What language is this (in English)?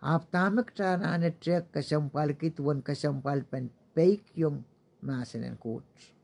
Pohnpeian